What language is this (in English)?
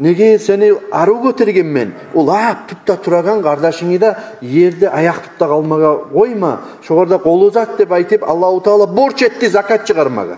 Kumyk